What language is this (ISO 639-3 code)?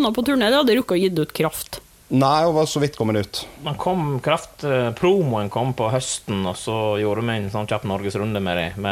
nor